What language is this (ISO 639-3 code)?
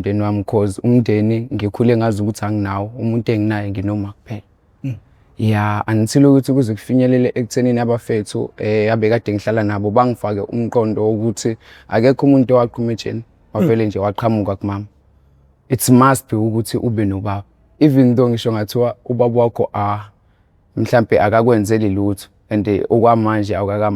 zul